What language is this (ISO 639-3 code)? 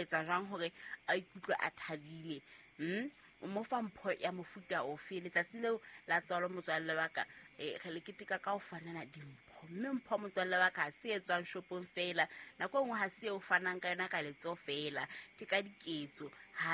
sot